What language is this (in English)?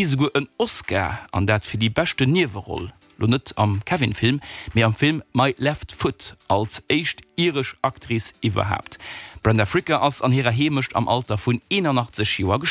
Luxembourgish